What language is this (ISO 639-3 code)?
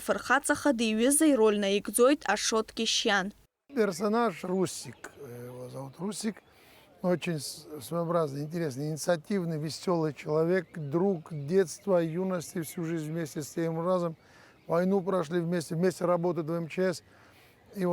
abk